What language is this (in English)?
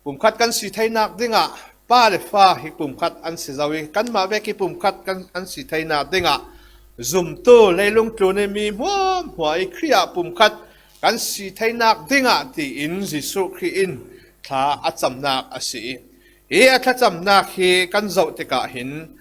Falam Chin